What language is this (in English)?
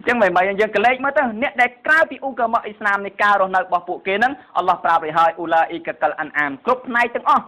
Khmer